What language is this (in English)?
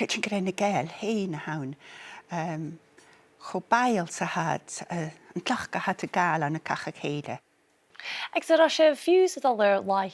Scottish Gaelic